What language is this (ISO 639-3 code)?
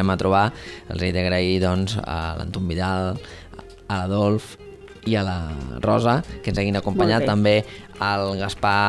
cat